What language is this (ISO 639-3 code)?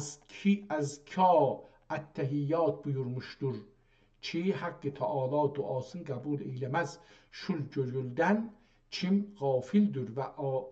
azb